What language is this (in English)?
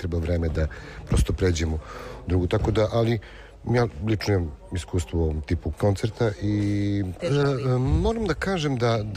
Serbian